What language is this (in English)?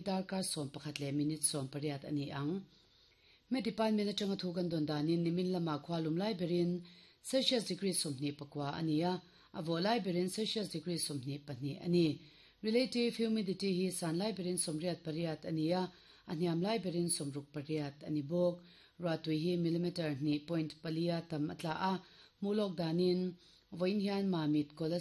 Mizo